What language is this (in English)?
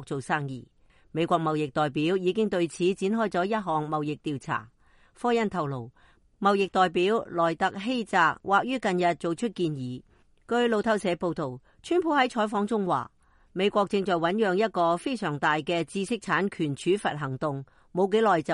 Cantonese